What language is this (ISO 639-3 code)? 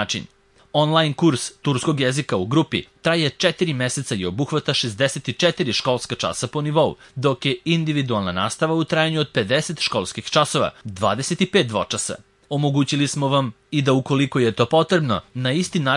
srp